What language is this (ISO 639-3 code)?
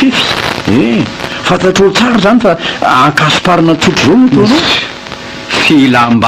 mlg